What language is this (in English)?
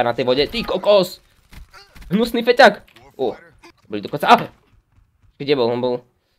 Slovak